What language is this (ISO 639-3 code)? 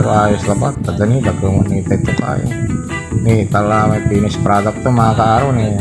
pag